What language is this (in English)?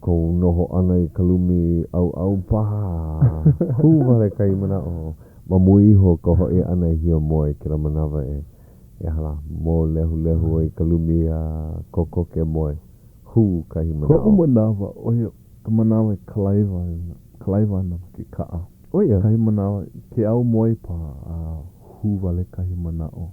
Hawaiian